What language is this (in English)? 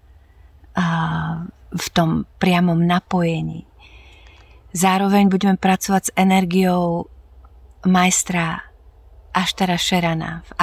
Slovak